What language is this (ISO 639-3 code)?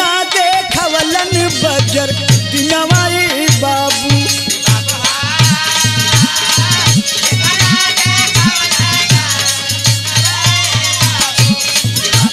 bho